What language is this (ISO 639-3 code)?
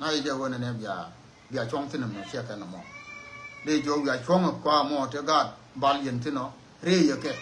nus